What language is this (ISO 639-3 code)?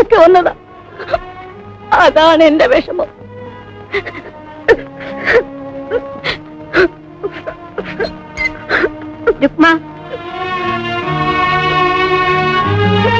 mal